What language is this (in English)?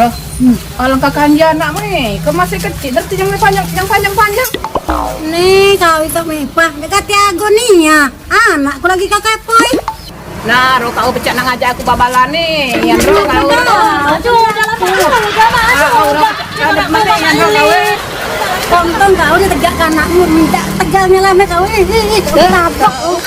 Musi